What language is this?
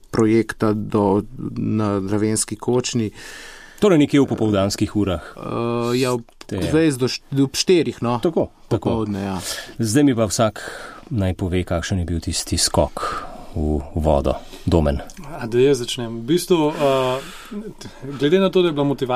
Slovenian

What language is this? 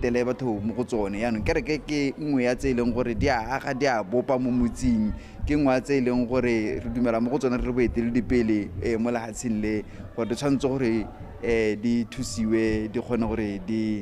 Tswana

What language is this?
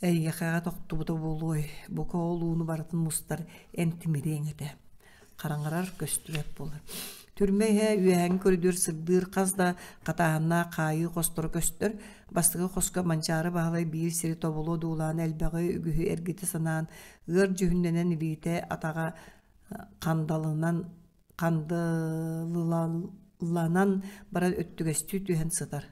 Yakut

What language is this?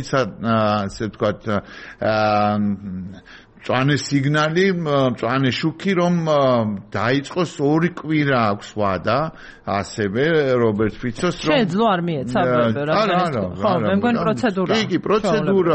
Georgian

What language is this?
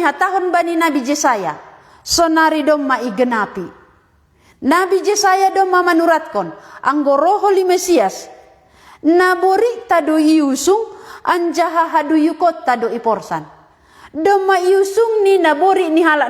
Batak Simalungun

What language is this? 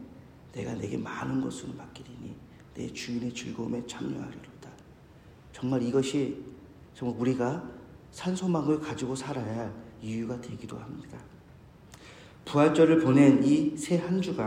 Korean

